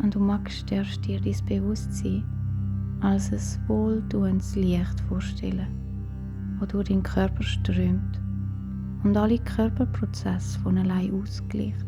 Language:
Swiss German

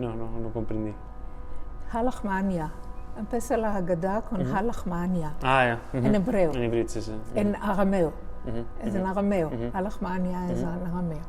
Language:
Ladino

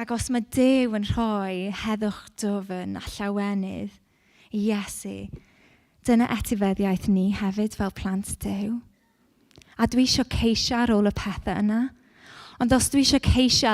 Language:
Welsh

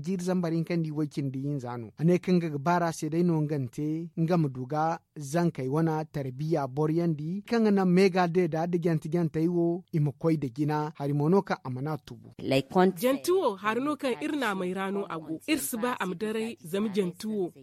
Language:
Zarma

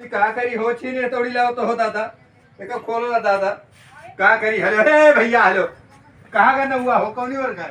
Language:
Awadhi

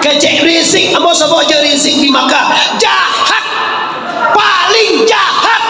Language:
Minangkabau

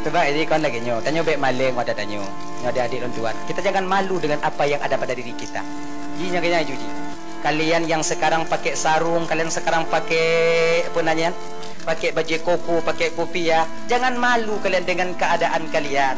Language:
Achinese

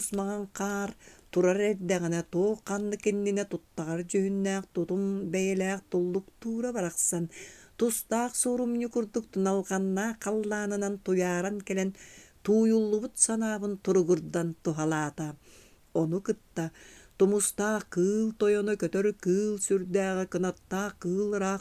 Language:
Yakut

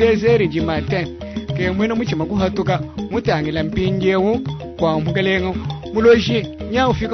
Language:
Luba-Lulua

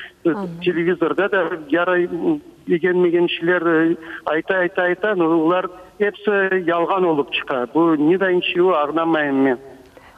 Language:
Crimean Tatar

